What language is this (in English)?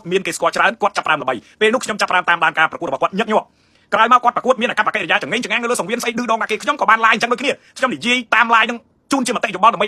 Khmer